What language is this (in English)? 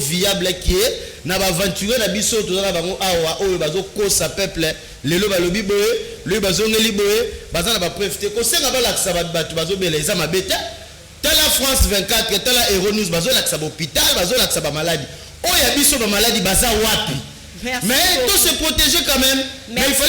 Lingala